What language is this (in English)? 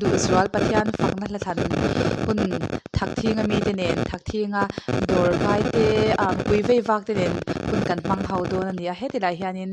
Mizo